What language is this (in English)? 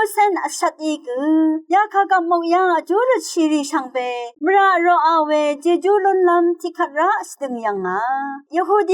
Rawang